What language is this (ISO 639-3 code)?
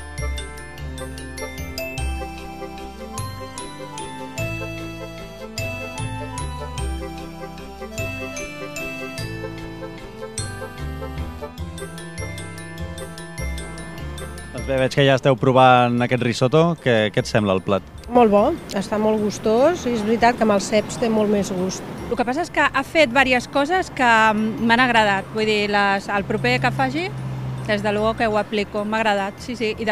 cat